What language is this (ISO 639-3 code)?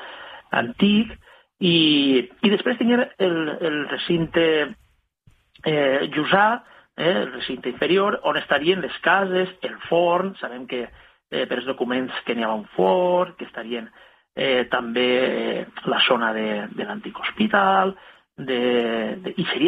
cat